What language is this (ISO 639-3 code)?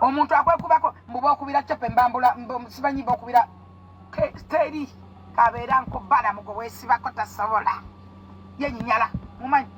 lug